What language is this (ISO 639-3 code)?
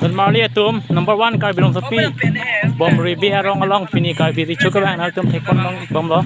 mjw